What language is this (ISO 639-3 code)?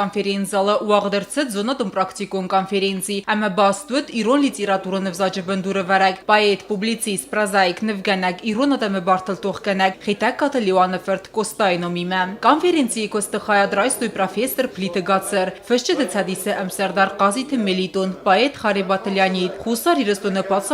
oss